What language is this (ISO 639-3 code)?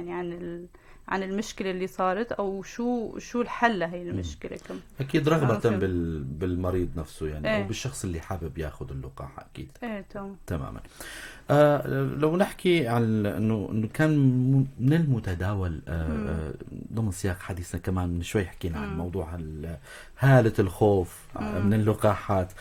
apc